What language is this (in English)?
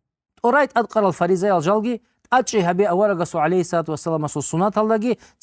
Avaric